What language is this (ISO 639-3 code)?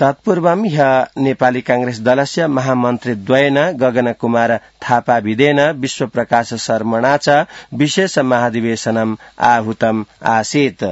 san